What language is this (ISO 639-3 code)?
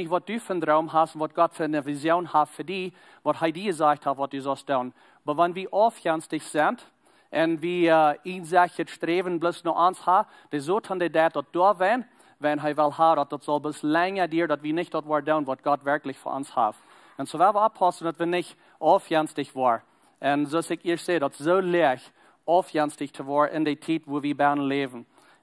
pdt